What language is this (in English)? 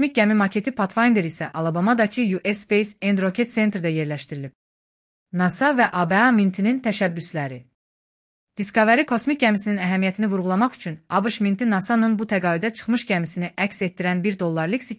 Azerbaijani